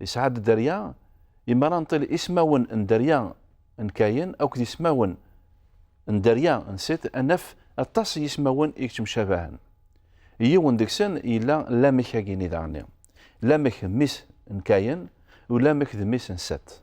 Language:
Kabyle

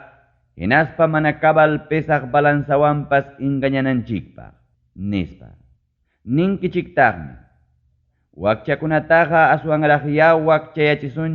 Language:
Ayacucho Quechua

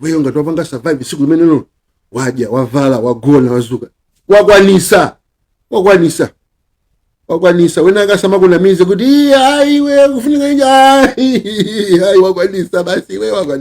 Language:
Nyanja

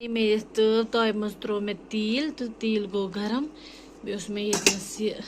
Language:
Kashmiri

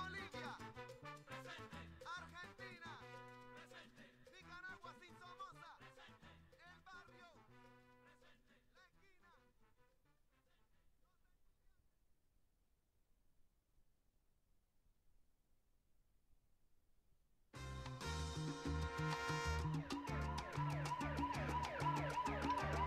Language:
Spanish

